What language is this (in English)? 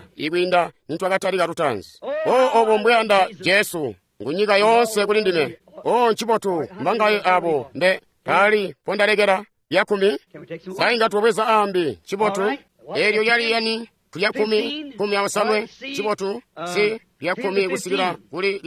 Tonga (Zambia)